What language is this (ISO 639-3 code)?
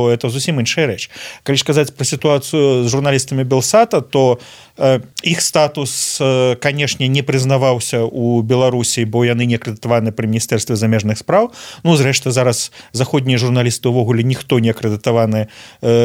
bel